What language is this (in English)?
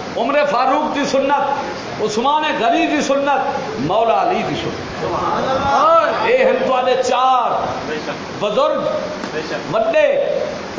Saraiki